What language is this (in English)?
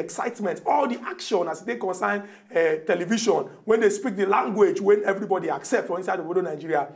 Nigerian Pidgin